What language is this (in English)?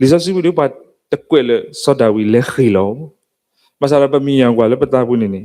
S'gaw Karen